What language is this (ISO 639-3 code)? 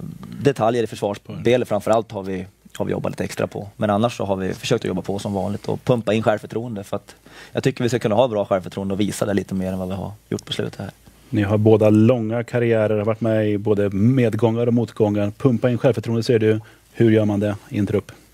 swe